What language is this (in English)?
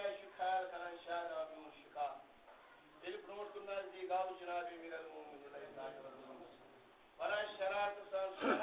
Kashmiri